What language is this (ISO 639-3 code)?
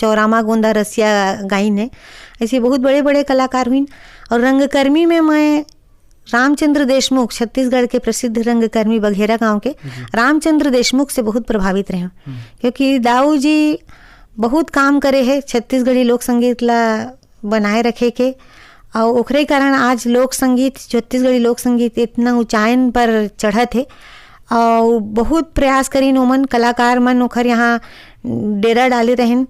hne